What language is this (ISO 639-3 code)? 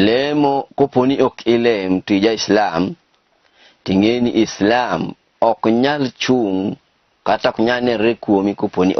luo